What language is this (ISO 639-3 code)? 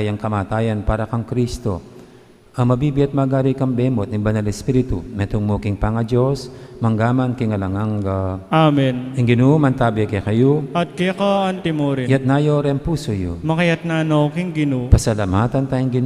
pam